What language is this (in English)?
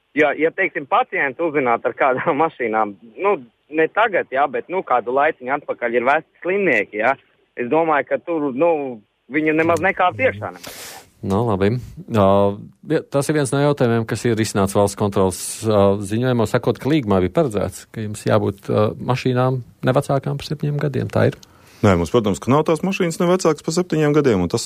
Latvian